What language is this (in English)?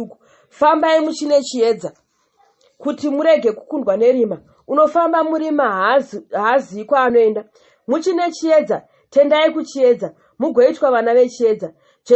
Shona